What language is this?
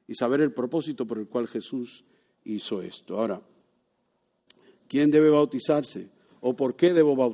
Spanish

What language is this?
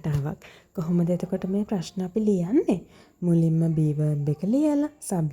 Sinhala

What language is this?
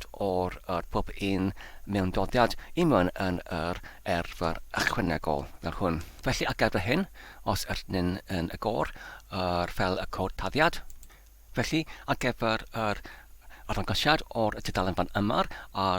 Welsh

